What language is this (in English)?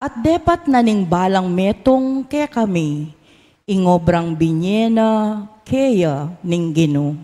Pampanga